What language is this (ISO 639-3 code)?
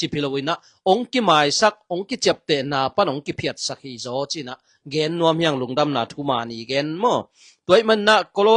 ctd